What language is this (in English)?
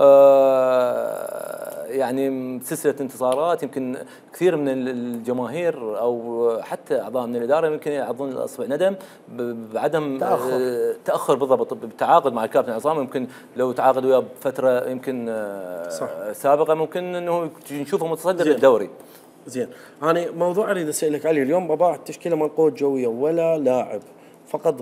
Mesopotamian Arabic